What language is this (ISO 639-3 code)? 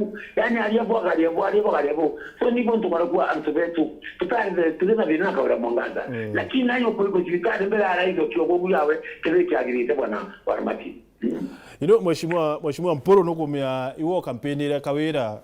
mer